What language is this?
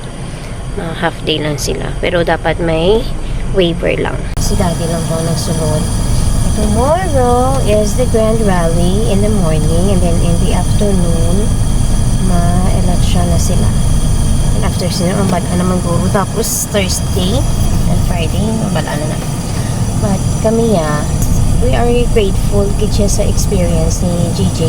Hiligaynon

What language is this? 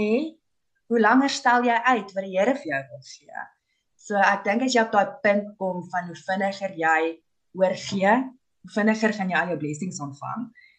Afrikaans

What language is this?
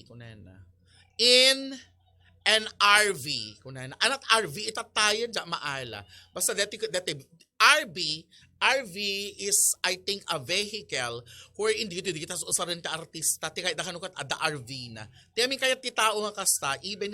Iloko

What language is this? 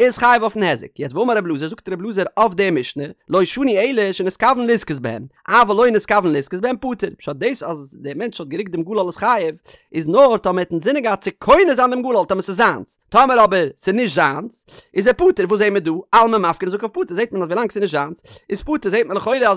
Yiddish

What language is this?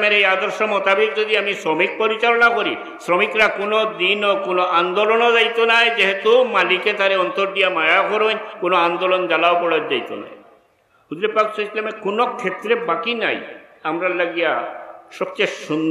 Sylheti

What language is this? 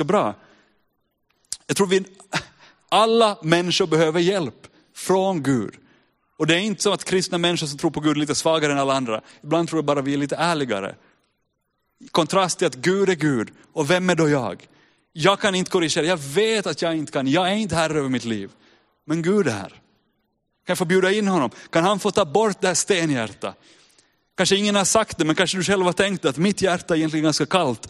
Swedish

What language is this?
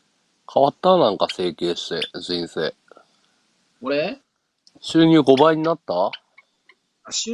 Japanese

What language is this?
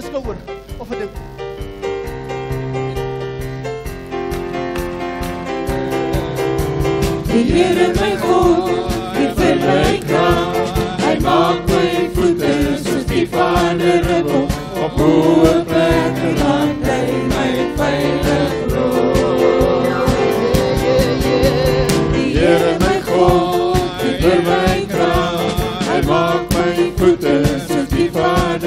Afrikaans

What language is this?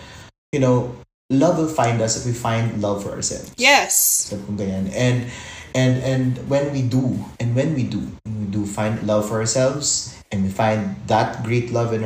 Filipino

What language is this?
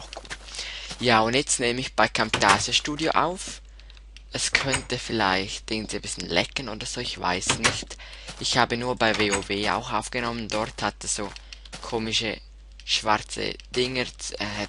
Swiss German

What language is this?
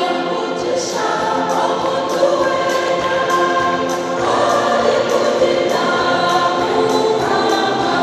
Nyankole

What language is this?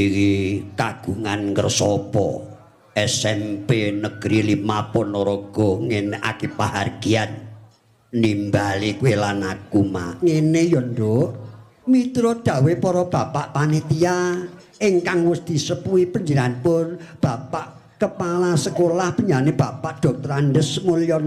Javanese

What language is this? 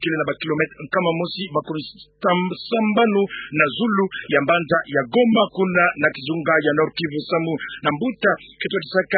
Kituba (Democratic Republic of Congo)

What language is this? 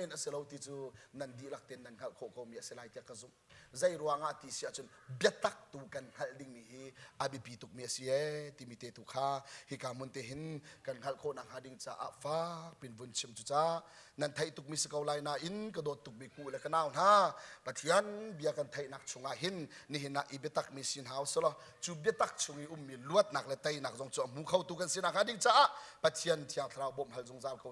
Hakha Chin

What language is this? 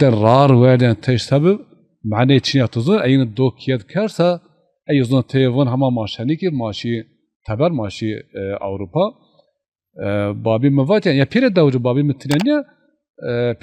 Zaza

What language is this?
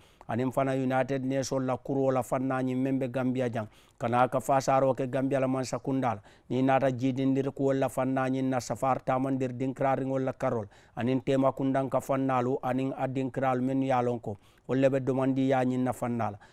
Mandingo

